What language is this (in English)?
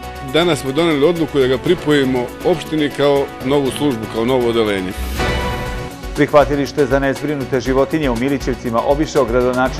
Serbian